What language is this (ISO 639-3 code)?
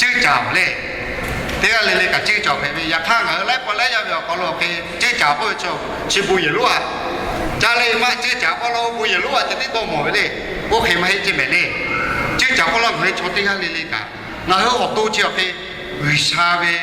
lhu